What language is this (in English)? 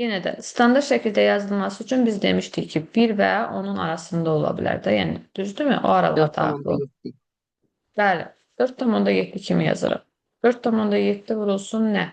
Azerbaijani